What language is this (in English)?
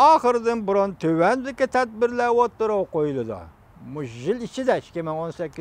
Uyghur